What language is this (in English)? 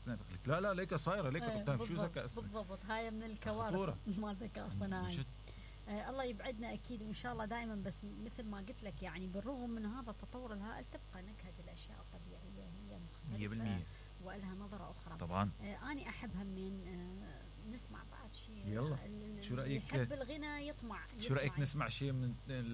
Mesopotamian Arabic